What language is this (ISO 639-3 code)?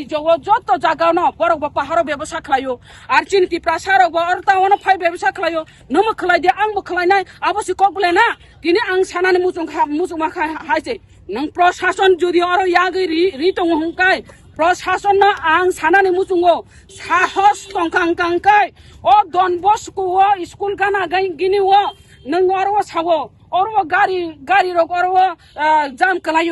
trp